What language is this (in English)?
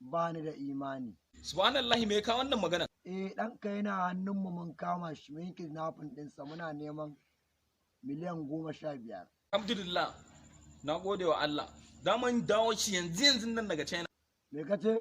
Hausa